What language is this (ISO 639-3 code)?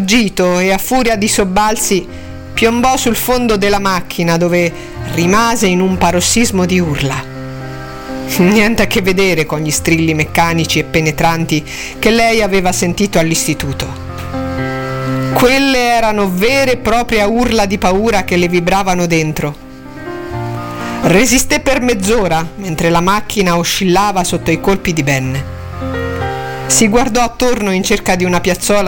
ita